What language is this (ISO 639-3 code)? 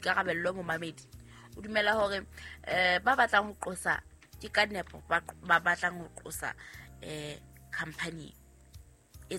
sot